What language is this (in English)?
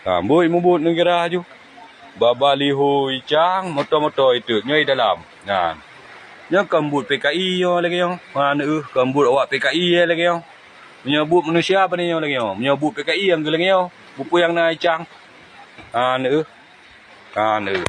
Achinese